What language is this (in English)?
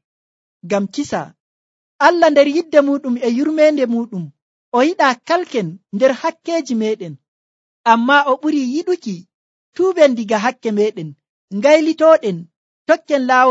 Nigerian Fulfulde